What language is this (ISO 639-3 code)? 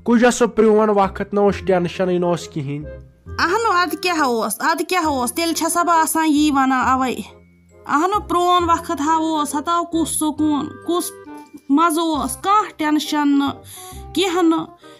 kas